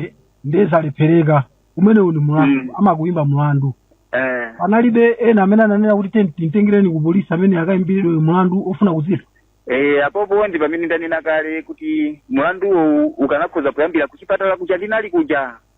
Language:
Nyanja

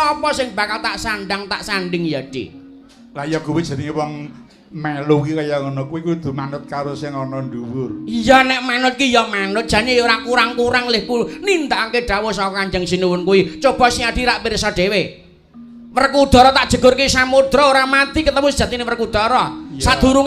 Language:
Javanese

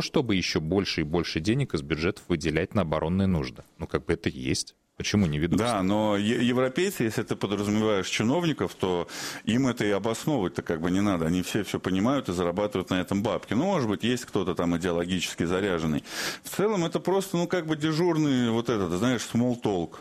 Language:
Russian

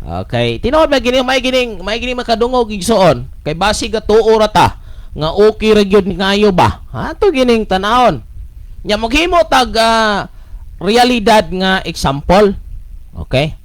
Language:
Cebuano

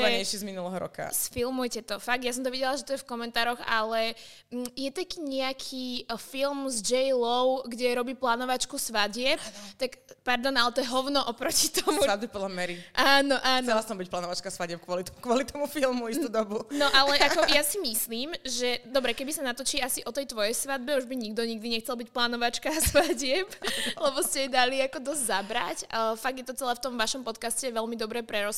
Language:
Slovak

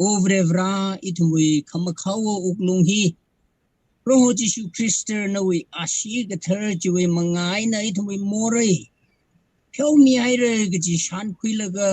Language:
Tangkhul Naga (India)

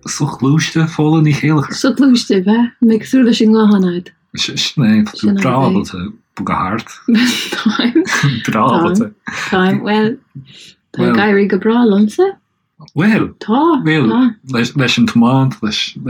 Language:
Irish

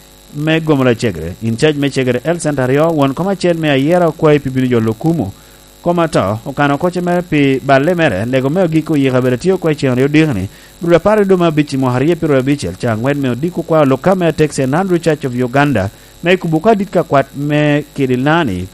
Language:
Lango (Uganda)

